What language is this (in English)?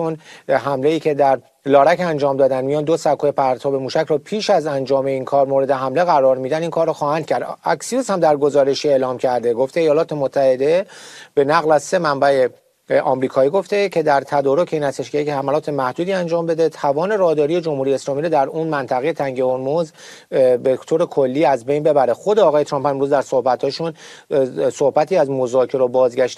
Persian